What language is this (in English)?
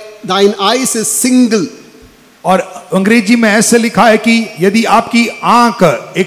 Hindi